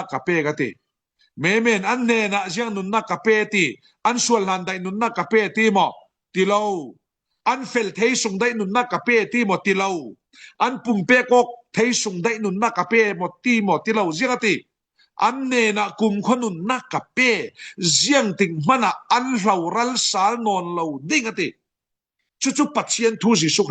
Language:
Falam Chin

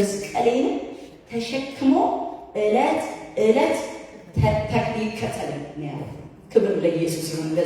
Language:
Amharic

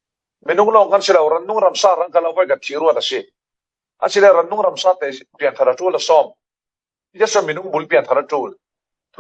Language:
Falam Chin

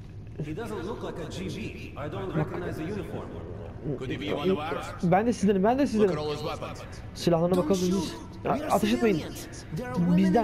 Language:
Turkish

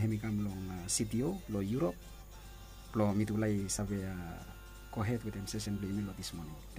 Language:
Bislama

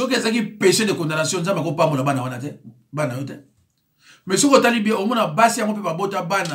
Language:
Lingala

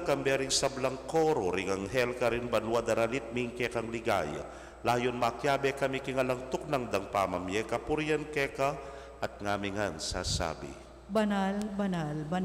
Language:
Pampanga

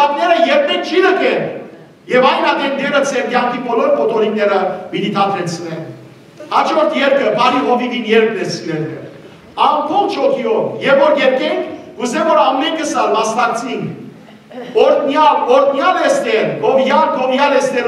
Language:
Western Armenian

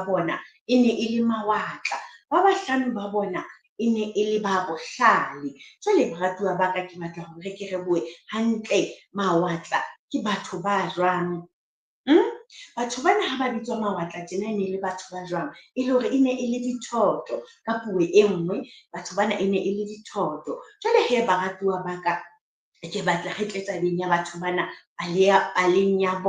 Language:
Southern Sotho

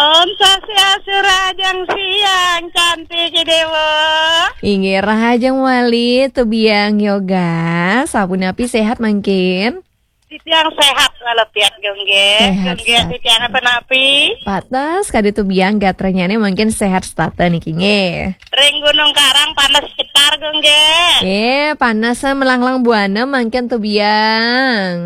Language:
Balinese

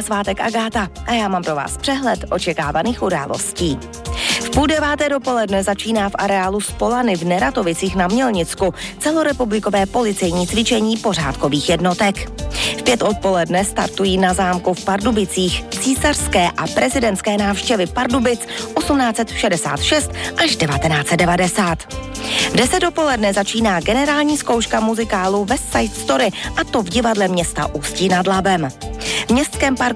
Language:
Czech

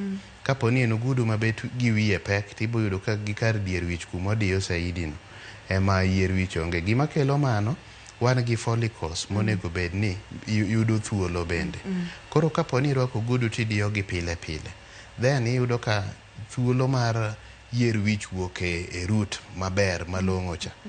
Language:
Luo (Kenya and Tanzania)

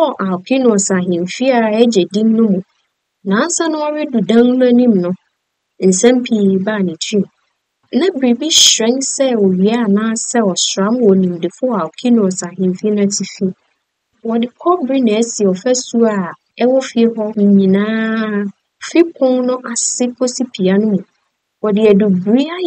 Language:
Akan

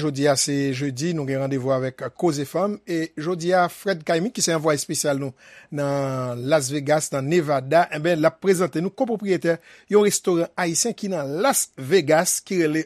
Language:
Haitian Creole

